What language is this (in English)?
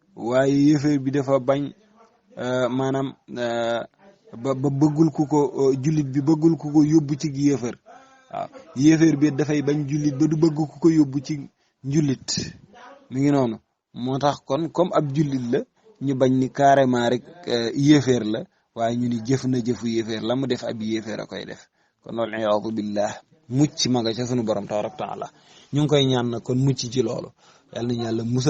Wolof